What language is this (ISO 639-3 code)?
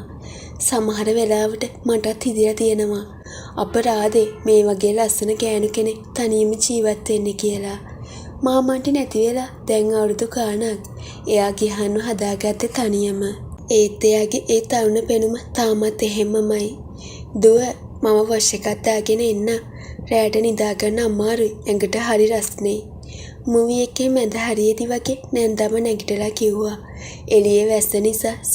sin